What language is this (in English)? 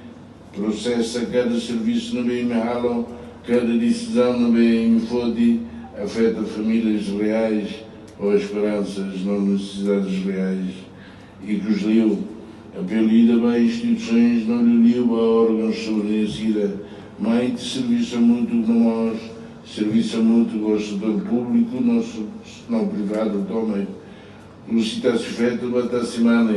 Tetum